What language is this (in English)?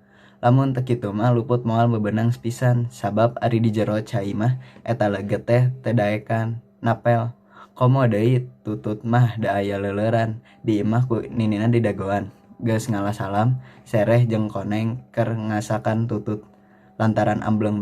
Sundanese